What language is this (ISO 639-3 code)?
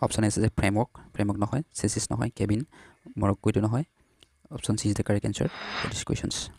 asm